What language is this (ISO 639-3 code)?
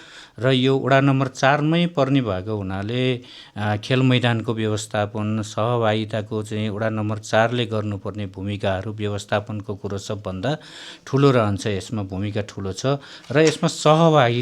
nep